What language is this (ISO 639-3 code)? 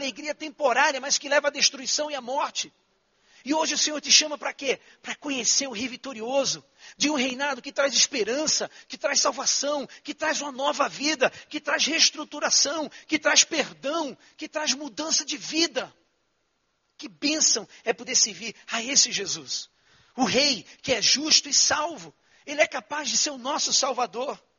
por